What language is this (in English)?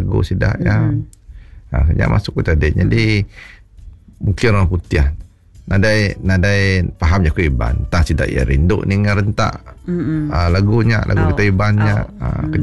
Iban